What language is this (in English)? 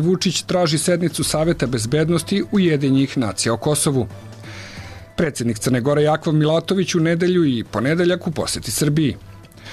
Serbian